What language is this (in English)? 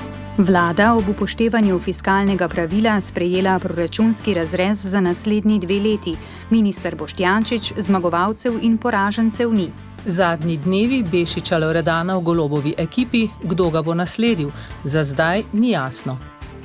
Slovenian